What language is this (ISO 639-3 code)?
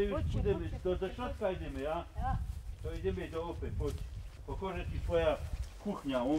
szl